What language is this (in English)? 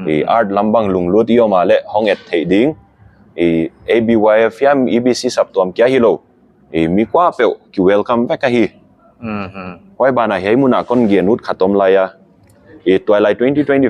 Paite Chin